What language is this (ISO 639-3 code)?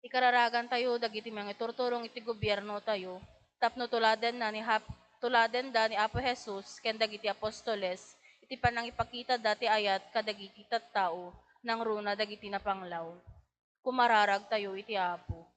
ilo